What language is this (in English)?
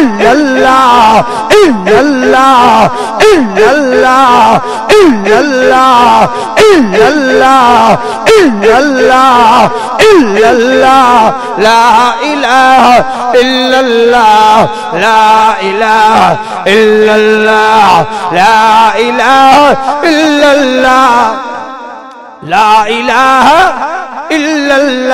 Sindhi